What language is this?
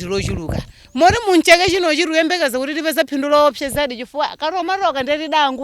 Nyanja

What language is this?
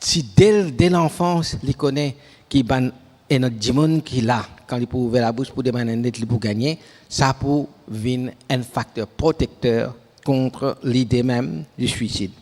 Morisyen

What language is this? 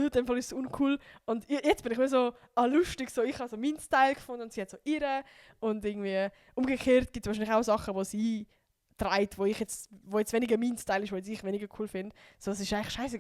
Swiss German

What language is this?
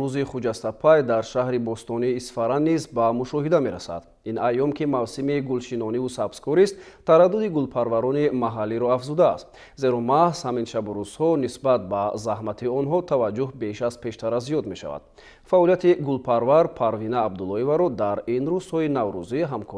Tajik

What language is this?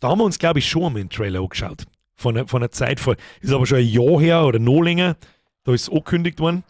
Bavarian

